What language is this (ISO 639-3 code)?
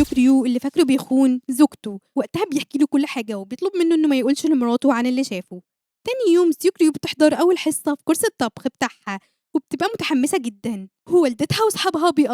arz